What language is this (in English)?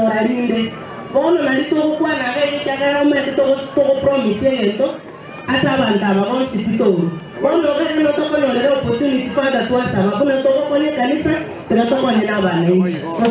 Gusii